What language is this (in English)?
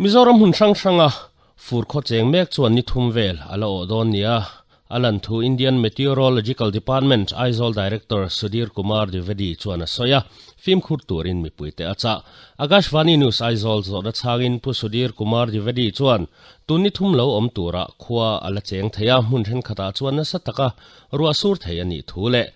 Mizo